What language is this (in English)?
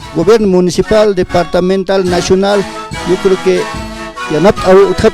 Aymara